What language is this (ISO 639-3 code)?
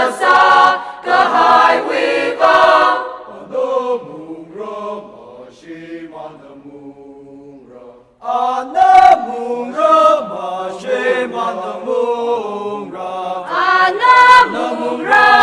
nmf